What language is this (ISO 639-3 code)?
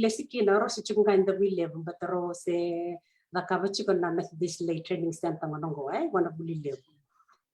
fij